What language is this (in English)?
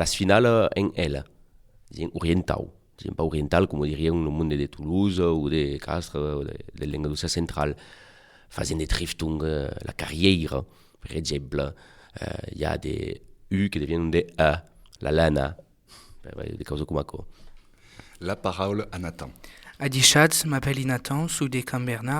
Occitan